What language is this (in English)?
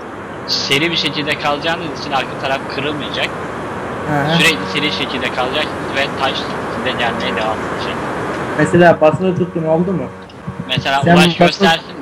Turkish